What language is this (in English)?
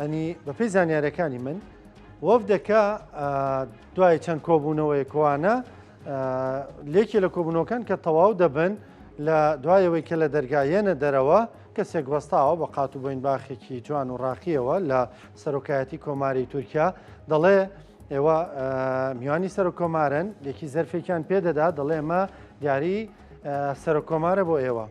Central Kurdish